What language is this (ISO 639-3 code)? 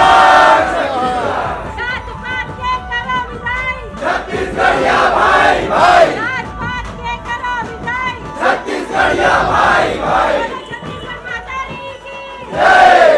hne